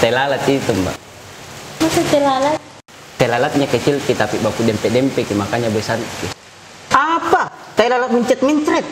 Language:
Makassar Malay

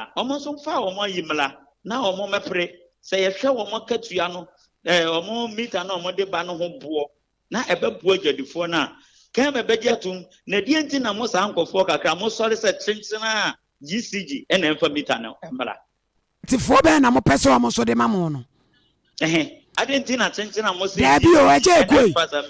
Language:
Akan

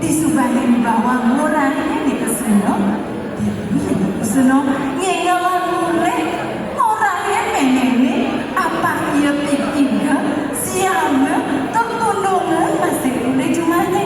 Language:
Balinese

